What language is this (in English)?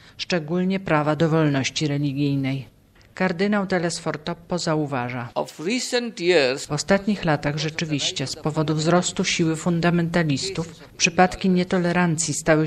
Polish